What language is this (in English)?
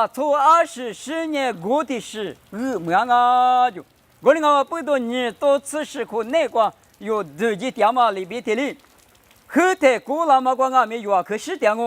Lisu